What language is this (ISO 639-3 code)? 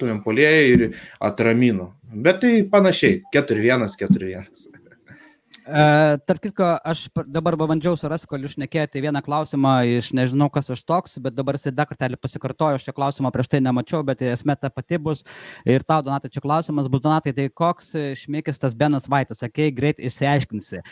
lit